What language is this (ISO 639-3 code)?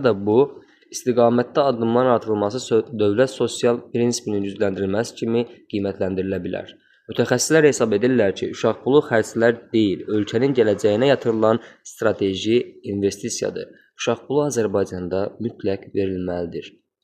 aze